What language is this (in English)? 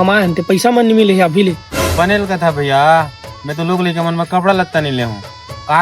Chhattisgarhi